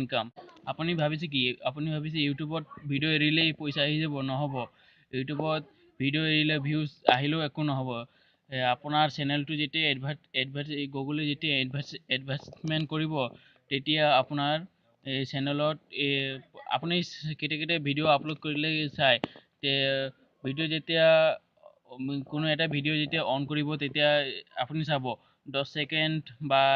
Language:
Assamese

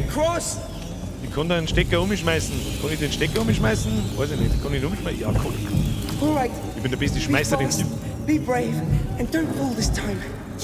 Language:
Bavarian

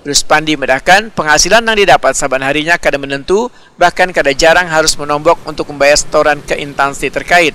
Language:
Banjar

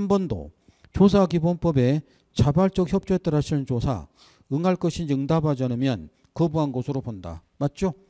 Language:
Korean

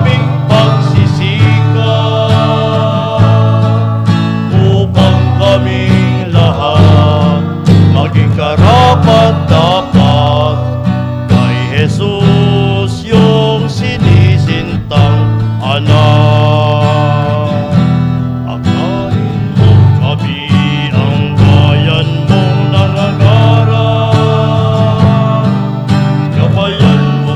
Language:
Bikol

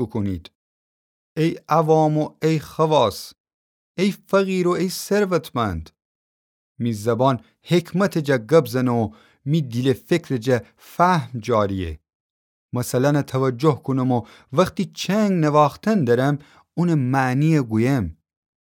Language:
Gilaki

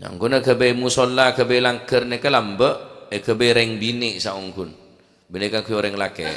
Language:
Madurese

